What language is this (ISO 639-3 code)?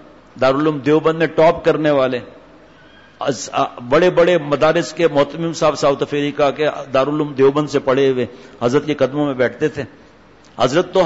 urd